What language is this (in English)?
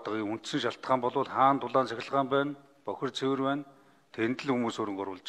Mongolian